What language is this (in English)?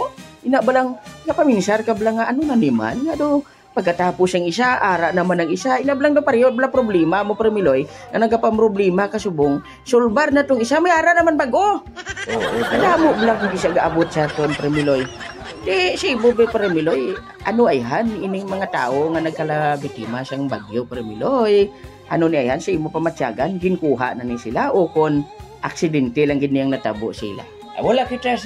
Hiligaynon